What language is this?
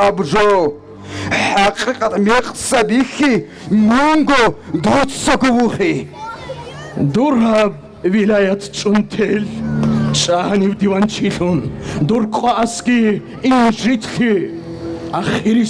Avaric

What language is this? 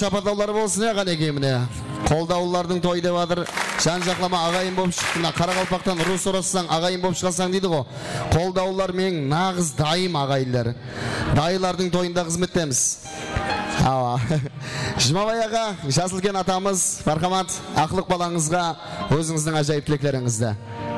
Kara-Kalpak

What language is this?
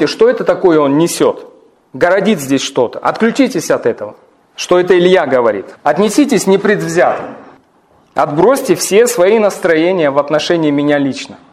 Russian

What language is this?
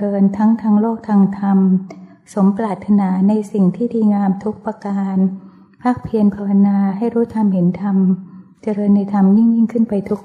Thai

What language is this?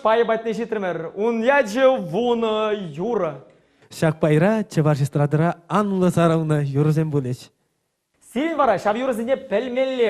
Chuvash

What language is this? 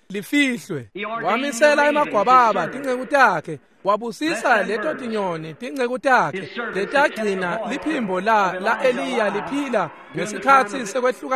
Swati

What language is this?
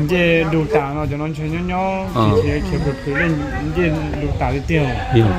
Hmong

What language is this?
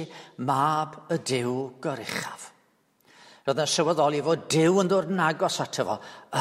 Welsh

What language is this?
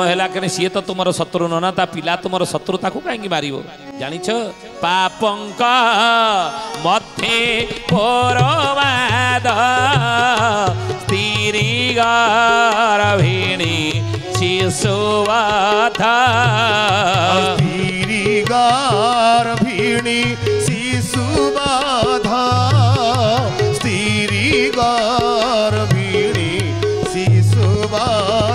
Odia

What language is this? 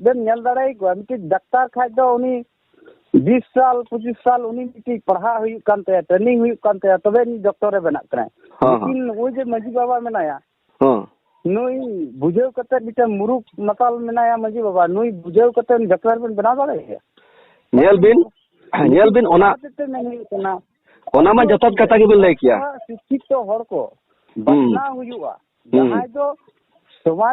Santali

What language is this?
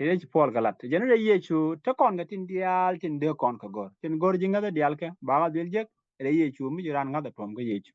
Nuer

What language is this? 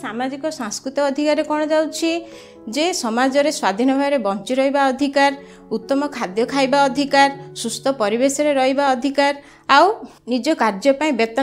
Odia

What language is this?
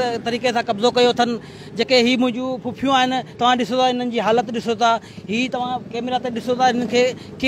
Sindhi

